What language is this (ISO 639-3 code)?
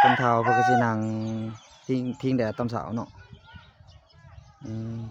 lao